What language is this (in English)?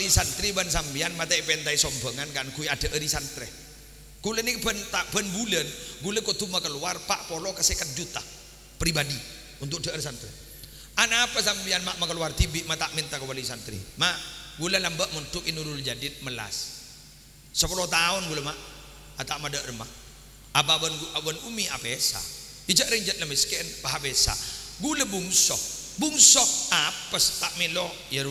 Madurese